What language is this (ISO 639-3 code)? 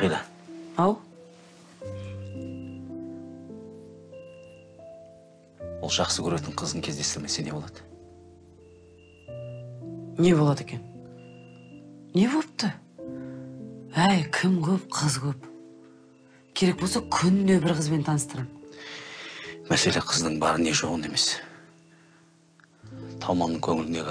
kaz